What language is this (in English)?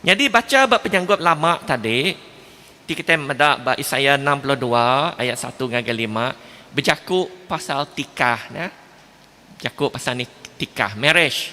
Iban